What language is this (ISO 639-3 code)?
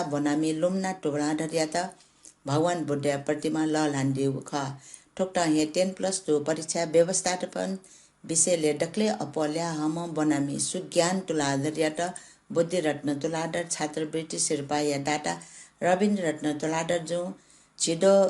new